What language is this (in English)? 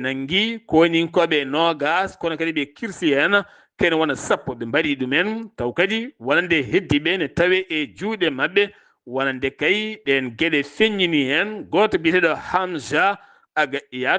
Fula